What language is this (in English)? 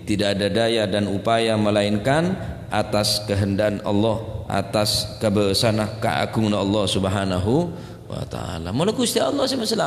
Madurese